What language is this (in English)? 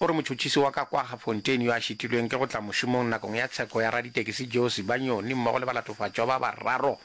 Northern Sotho